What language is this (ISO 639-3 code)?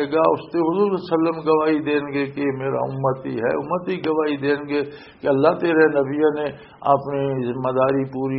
lah